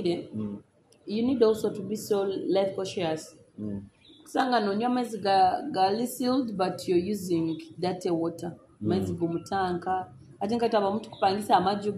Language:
Nyoro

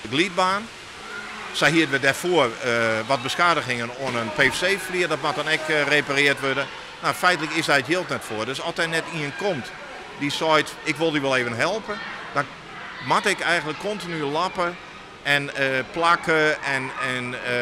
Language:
Western Frisian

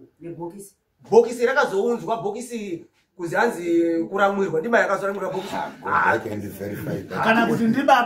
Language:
Shona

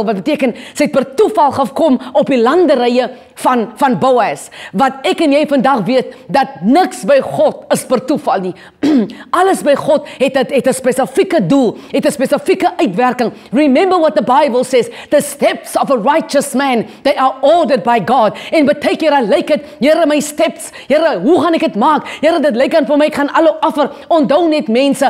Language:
Afrikaans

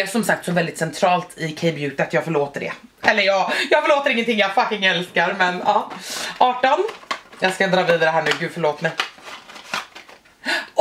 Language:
Swedish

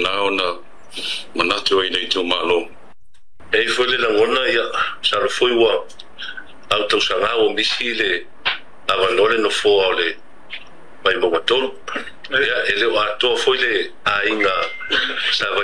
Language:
Samoan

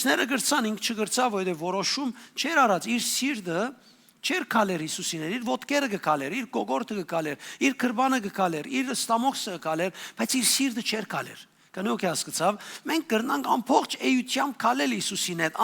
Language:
Western Armenian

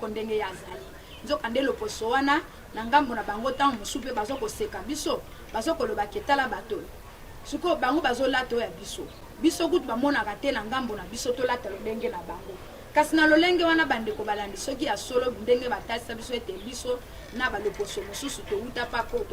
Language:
Lingala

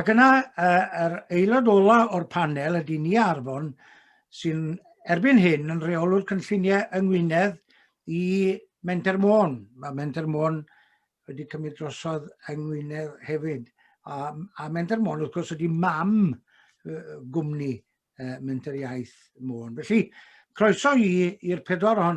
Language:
Welsh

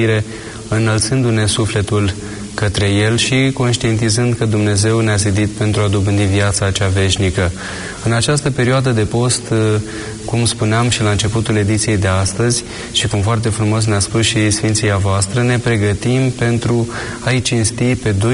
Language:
Romanian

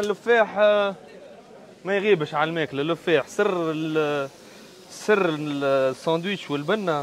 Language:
Tunisian Arabic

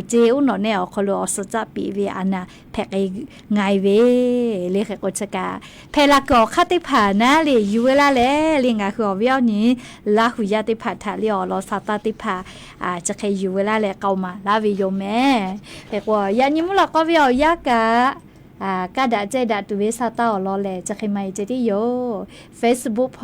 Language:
Lahu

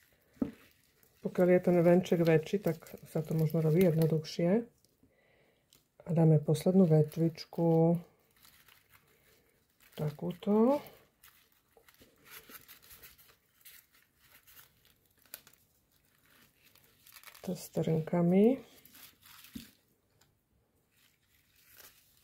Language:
Slovak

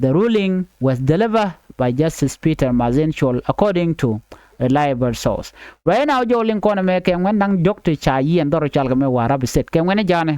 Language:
Nuer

